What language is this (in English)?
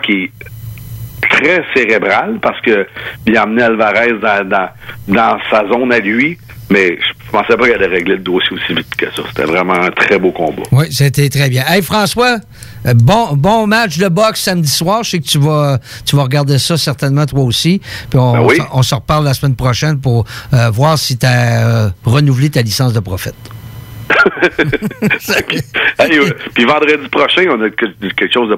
French